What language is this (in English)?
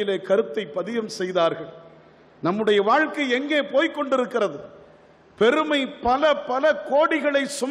Tamil